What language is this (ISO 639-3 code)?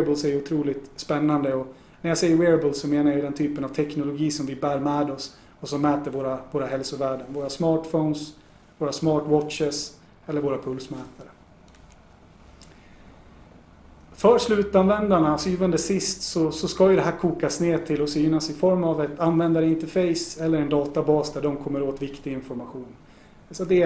swe